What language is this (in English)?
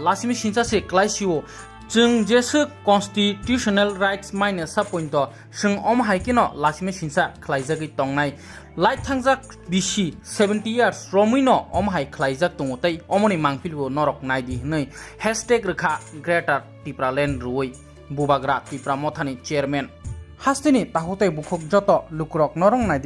Kok Borok